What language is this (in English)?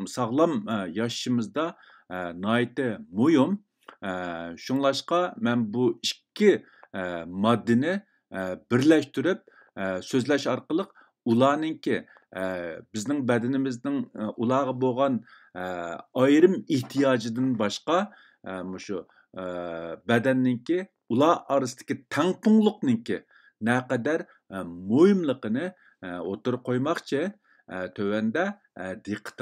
Uyghur